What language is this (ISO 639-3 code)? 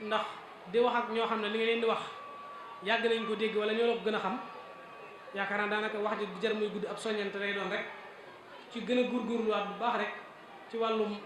wol